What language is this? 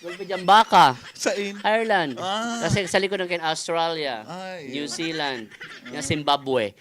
Bikol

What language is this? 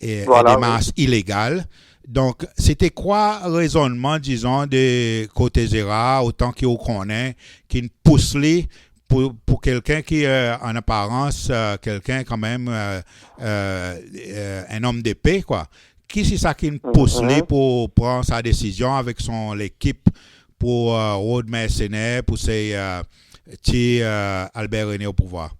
Seselwa Creole French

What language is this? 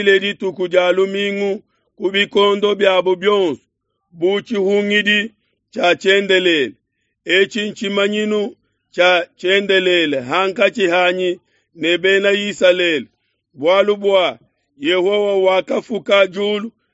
Luba-Lulua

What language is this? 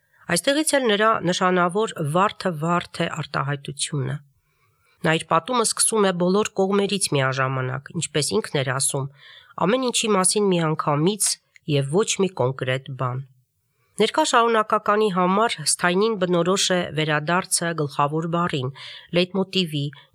Armenian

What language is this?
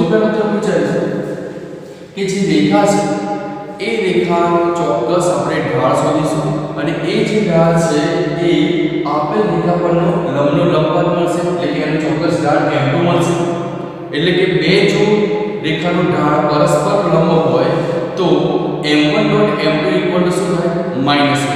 Gujarati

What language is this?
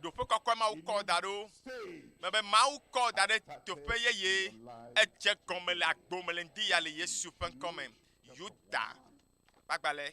Ewe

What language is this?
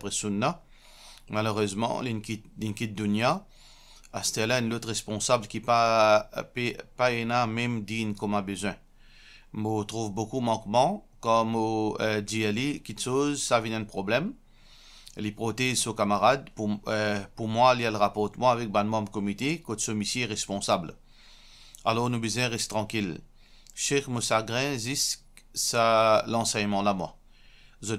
Morisyen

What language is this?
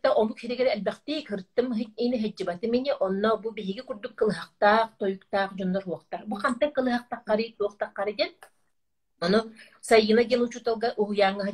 Yakut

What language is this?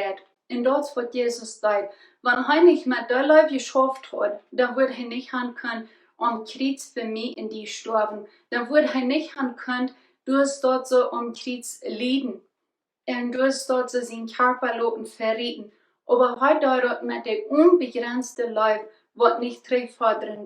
Plautdietsch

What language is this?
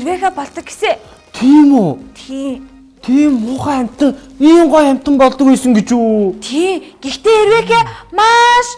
Mongolian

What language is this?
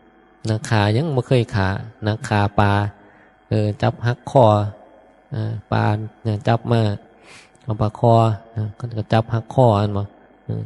Northeastern Thai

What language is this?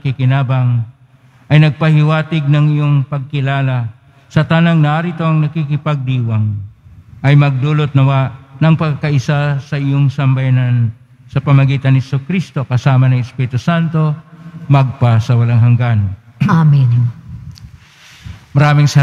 Filipino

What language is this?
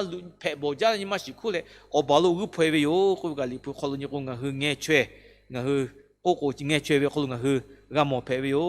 Lahu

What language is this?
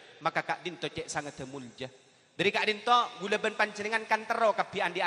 Madurese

